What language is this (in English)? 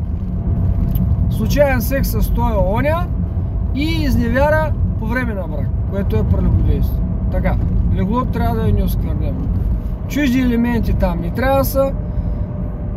Bulgarian